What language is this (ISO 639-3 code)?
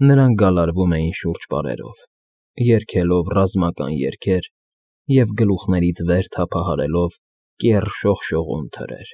hye